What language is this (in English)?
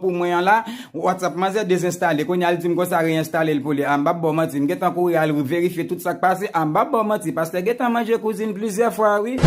Haitian Creole